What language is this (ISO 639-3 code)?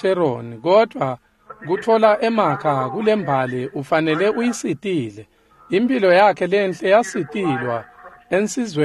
ssw